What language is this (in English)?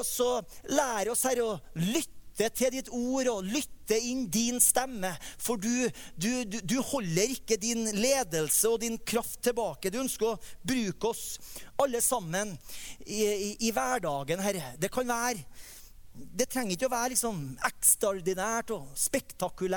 Norwegian